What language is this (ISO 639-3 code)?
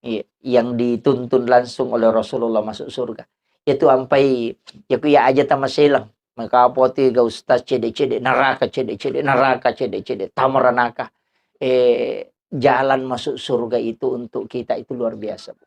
bug